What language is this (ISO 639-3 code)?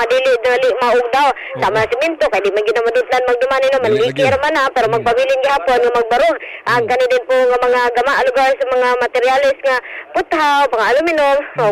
ceb